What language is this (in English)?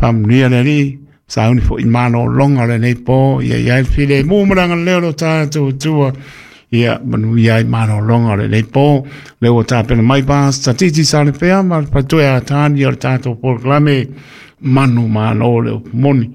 Samoan